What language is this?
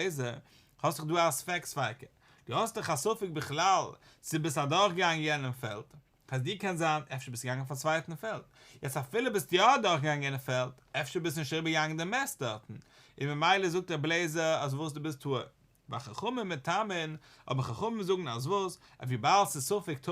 Yiddish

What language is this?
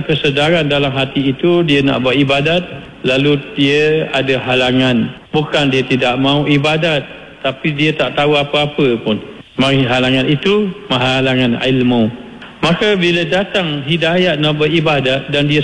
Malay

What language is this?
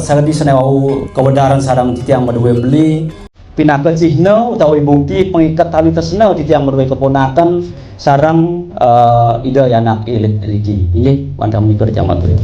Balinese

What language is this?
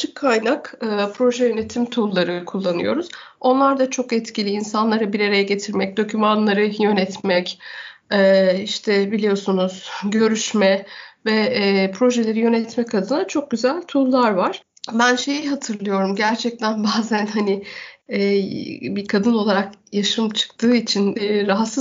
Turkish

